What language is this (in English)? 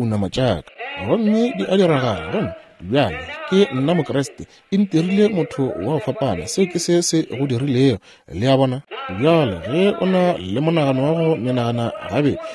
Northern Sotho